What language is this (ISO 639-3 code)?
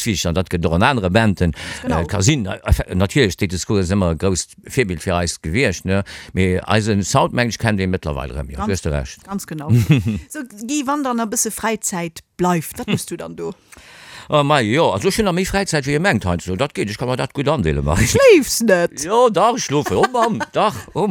ltz